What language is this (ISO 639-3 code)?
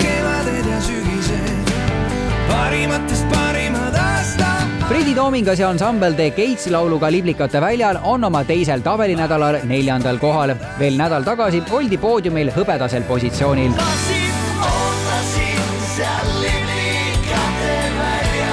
est